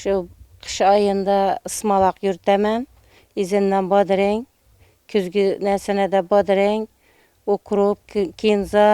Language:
Uzbek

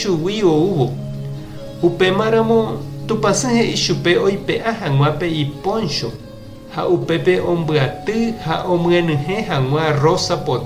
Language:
Guarani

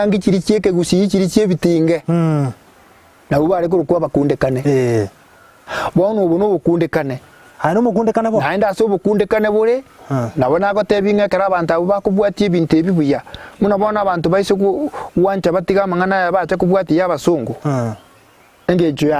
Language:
Gusii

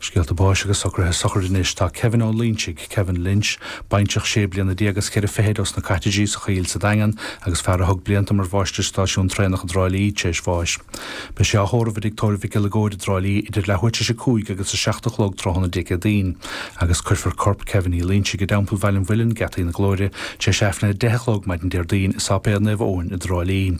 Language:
Irish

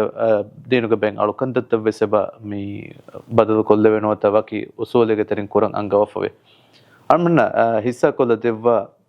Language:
Divehi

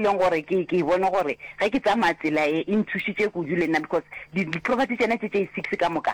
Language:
Northern Sotho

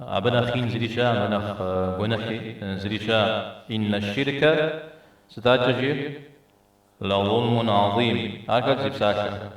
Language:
Kabardian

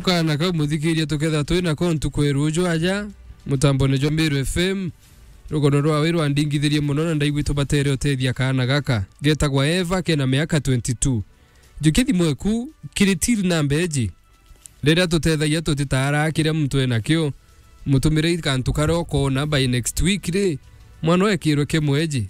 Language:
Meru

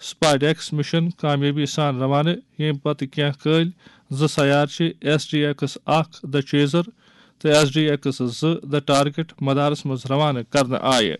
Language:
Kashmiri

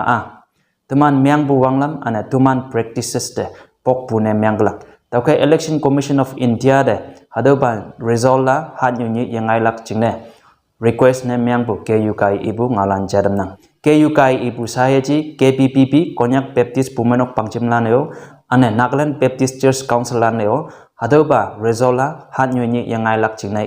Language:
Konyak Naga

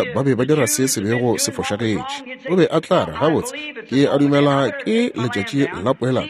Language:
Northern Sotho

